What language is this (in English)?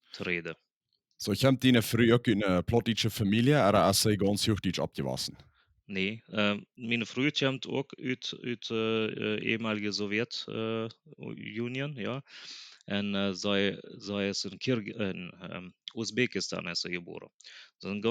Plautdietsch